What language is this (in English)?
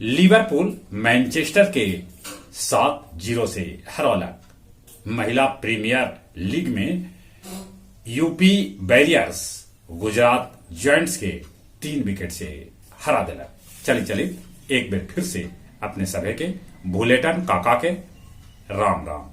Magahi